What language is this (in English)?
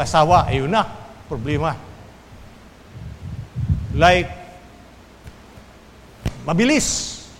Filipino